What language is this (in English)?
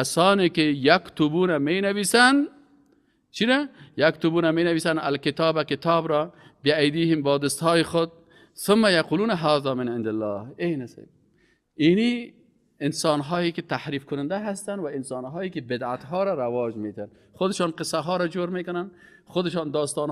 Persian